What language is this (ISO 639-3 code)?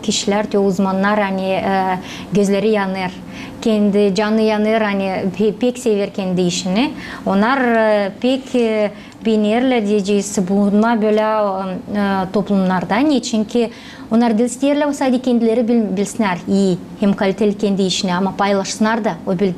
gag